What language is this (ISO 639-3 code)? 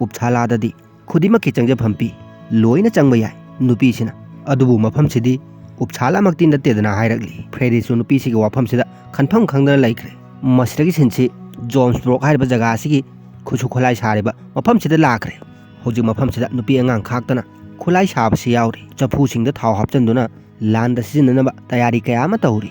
mni